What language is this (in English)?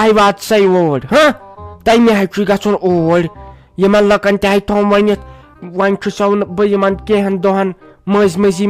Kashmiri